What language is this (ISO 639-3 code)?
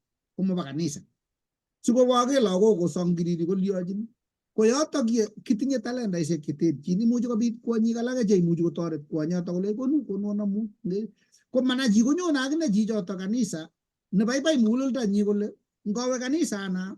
kln